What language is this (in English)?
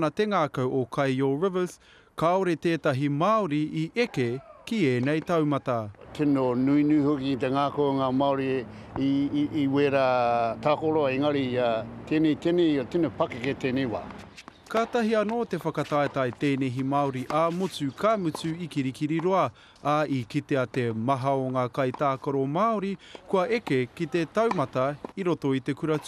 Māori